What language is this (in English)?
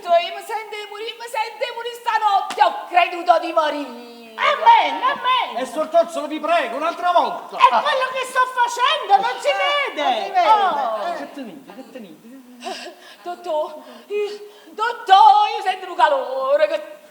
Neapolitan